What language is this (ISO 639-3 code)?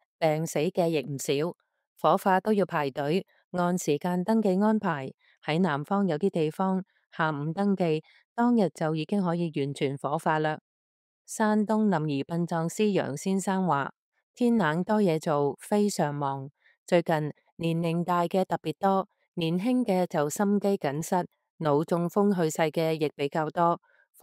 yue